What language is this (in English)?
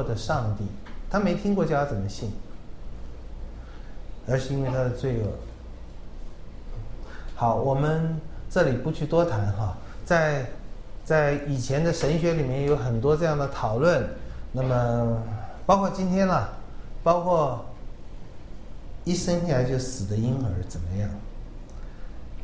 Chinese